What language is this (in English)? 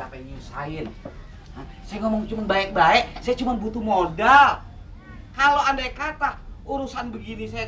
Betawi